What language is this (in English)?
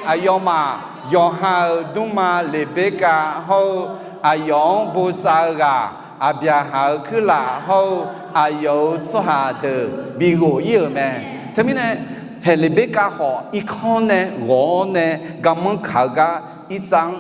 Akha